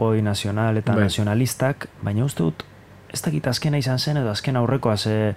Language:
Basque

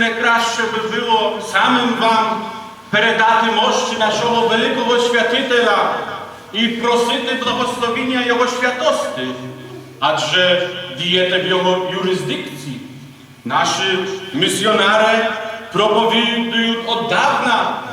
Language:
Rusyn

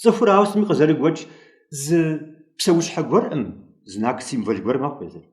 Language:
Kabardian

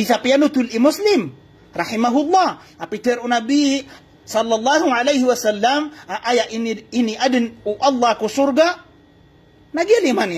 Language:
Maranao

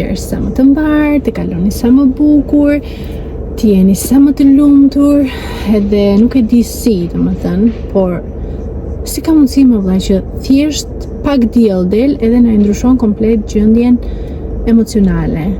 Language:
Albanian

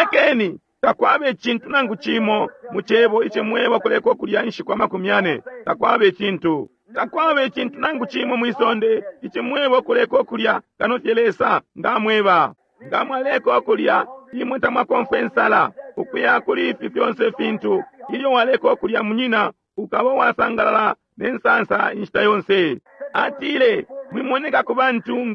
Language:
Bemba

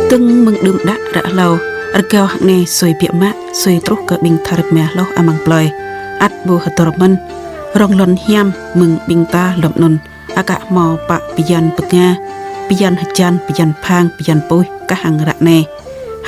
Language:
Jarai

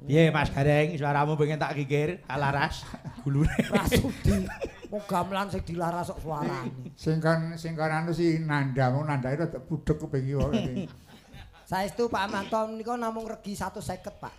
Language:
Javanese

